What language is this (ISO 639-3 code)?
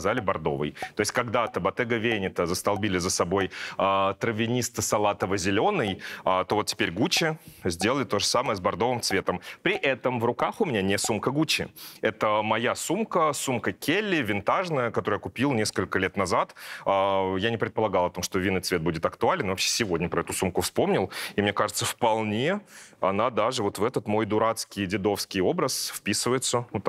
rus